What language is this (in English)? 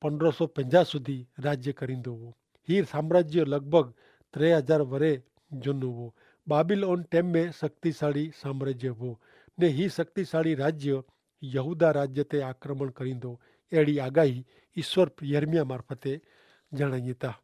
Kachhi